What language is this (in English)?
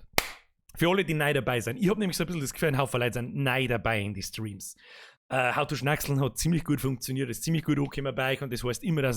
Bavarian